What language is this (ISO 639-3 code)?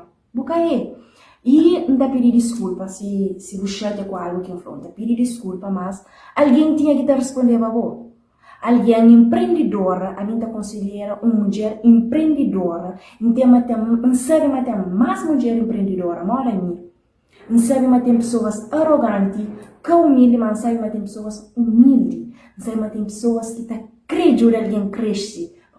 kea